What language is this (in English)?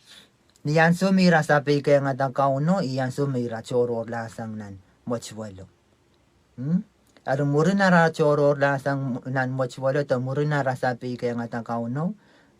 Pohnpeian